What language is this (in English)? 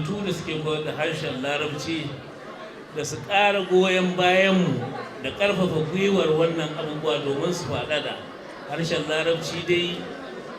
Hausa